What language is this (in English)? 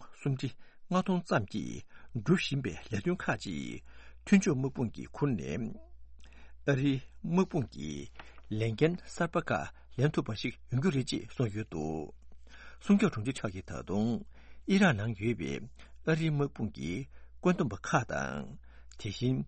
Tibetan